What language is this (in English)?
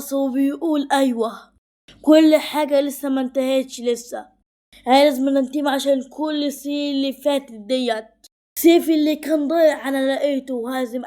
Egyptian Arabic